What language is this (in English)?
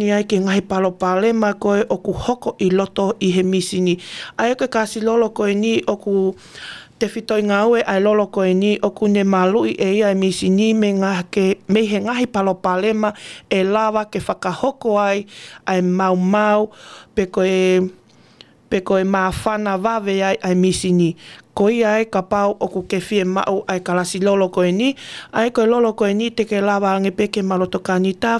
Tongan